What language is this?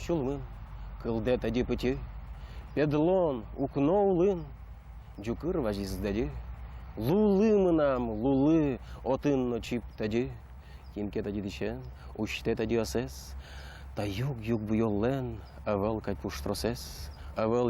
Udmurt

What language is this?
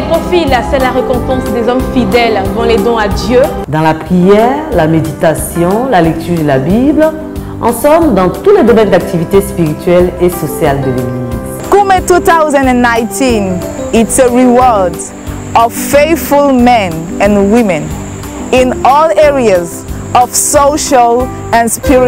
French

